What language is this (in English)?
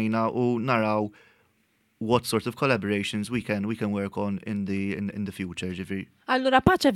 Maltese